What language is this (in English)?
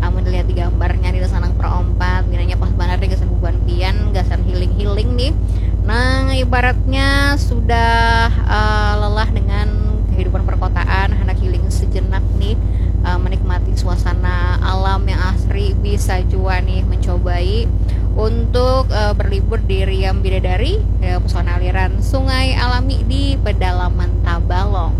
Banjar